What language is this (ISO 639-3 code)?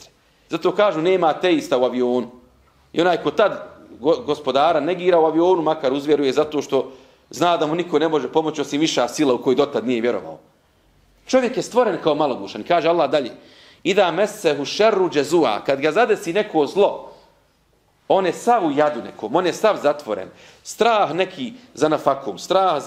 bos